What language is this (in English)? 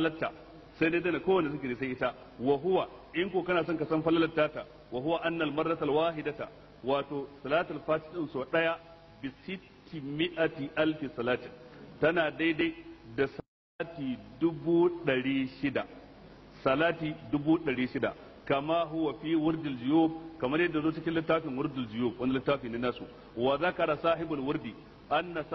Hausa